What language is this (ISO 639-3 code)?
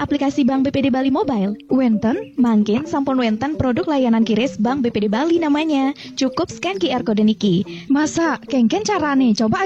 ban